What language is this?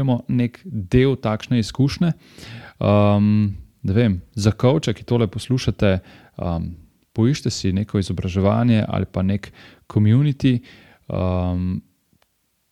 Slovenian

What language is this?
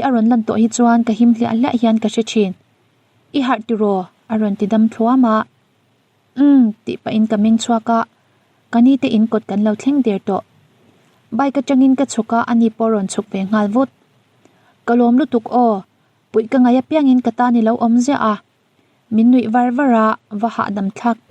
Mizo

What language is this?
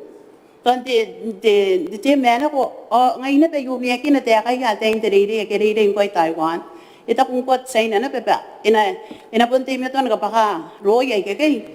Gilbertese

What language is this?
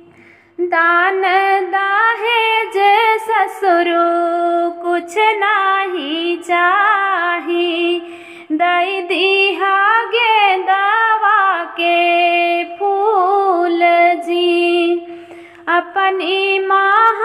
Bhojpuri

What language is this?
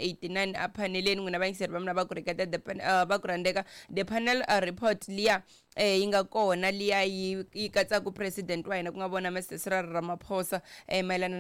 Tsonga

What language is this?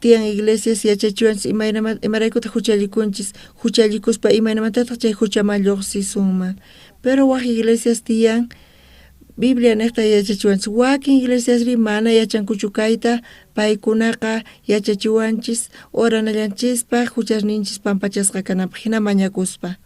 South Bolivian Quechua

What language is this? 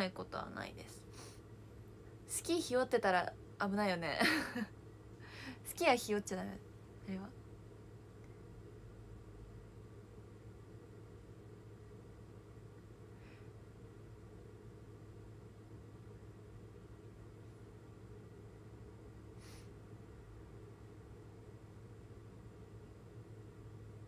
Japanese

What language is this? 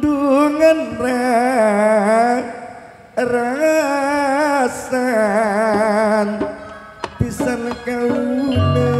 Madurese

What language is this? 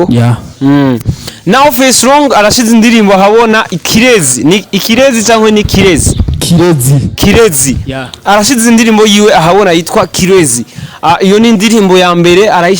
Rundi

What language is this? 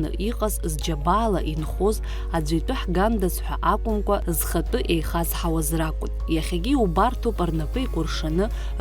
Abkhazian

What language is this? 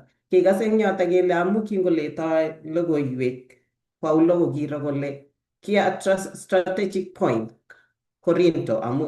Kalenjin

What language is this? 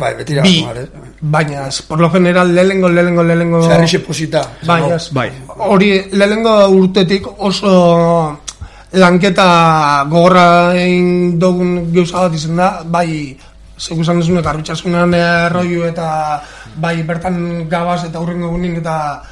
Basque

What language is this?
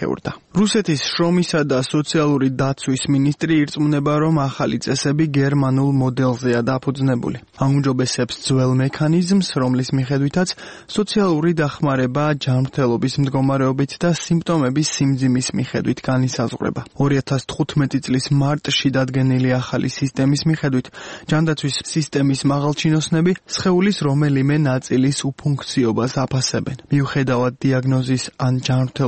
Georgian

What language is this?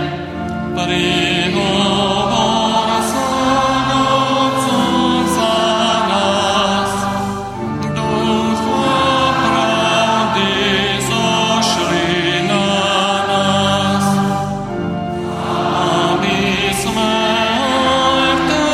Slovak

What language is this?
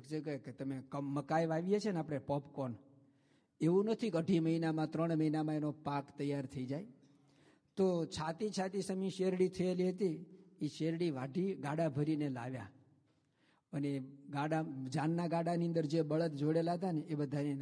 Gujarati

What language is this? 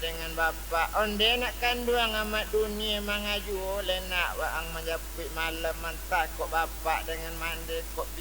Minangkabau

